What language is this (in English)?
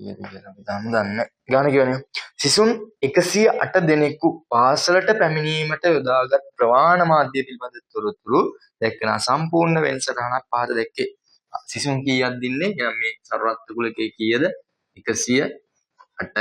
Sinhala